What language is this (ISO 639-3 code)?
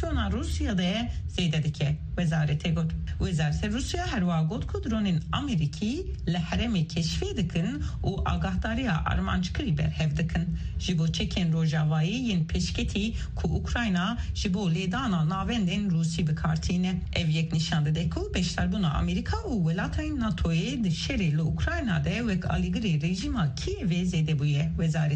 kur